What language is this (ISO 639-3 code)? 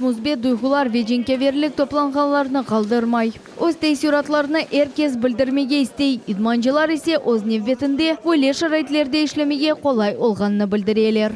crh